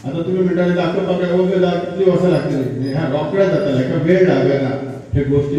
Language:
Konkani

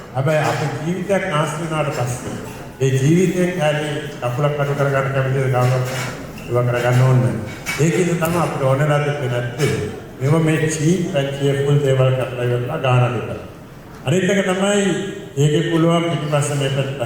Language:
Sinhala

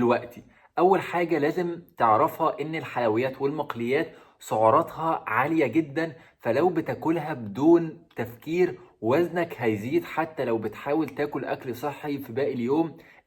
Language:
Egyptian Arabic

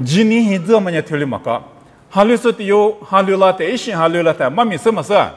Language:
Lisu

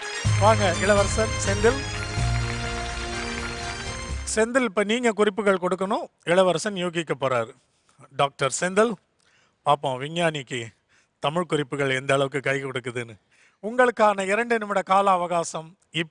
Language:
Tamil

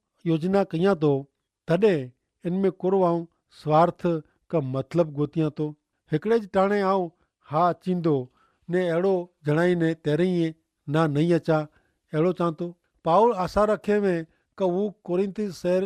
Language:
Kachhi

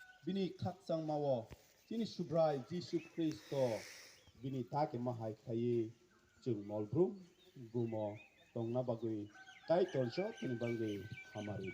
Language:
Kok Borok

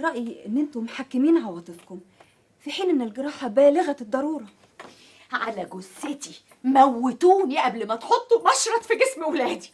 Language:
Egyptian Arabic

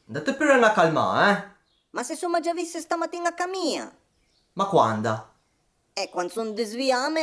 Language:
Piedmontese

